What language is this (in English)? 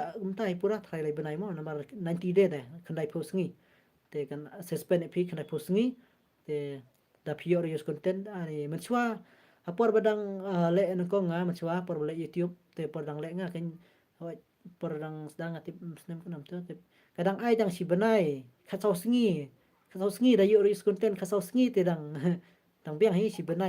Khasi